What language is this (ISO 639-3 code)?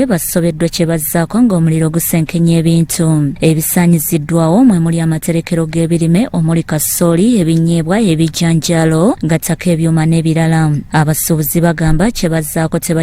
lug